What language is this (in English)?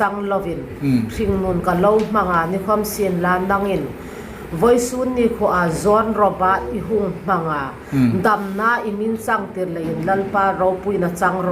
Hmar